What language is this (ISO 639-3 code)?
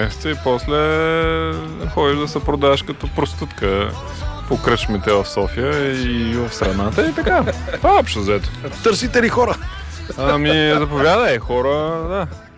bul